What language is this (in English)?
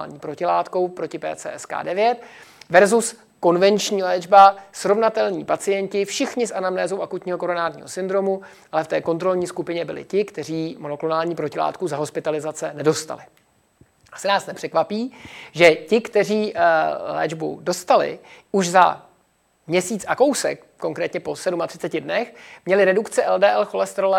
Czech